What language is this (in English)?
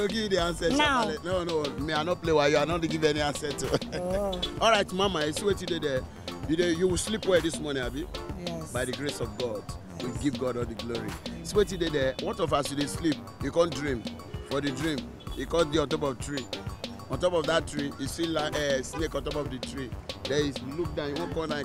Nigerian Pidgin